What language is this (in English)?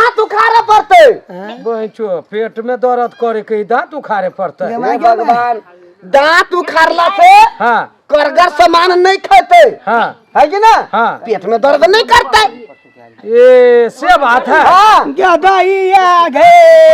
Maithili